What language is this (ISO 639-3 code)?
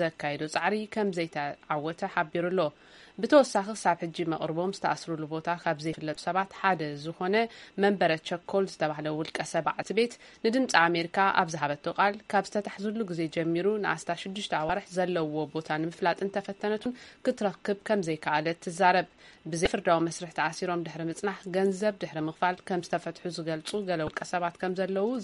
tir